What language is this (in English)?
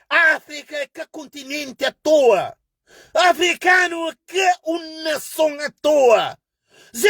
Kabuverdianu